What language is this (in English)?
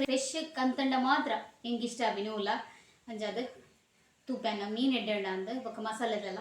Tulu